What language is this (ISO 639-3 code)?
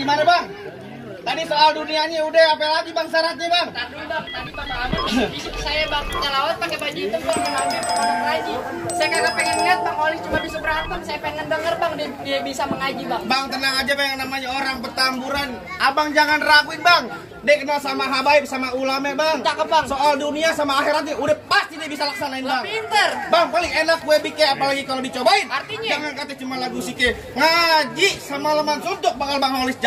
bew